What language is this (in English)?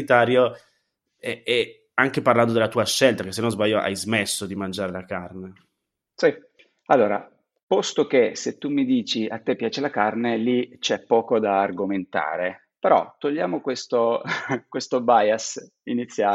Italian